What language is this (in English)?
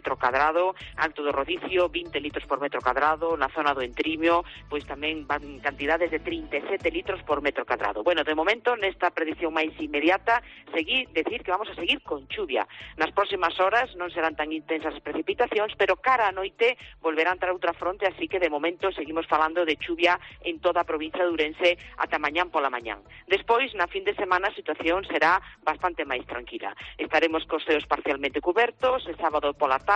Galician